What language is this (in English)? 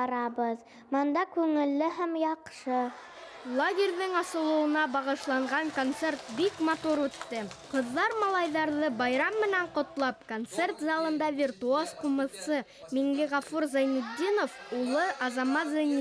Bashkir